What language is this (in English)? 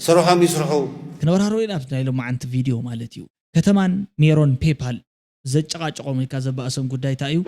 Tigrinya